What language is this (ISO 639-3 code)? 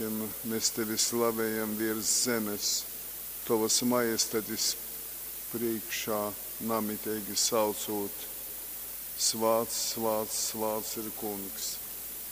ltg